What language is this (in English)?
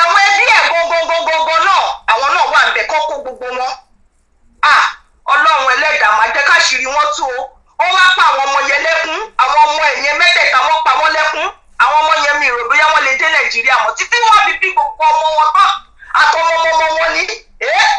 Yoruba